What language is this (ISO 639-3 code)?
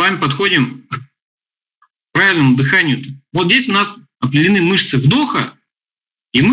rus